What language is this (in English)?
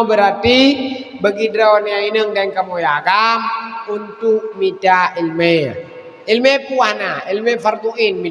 Achinese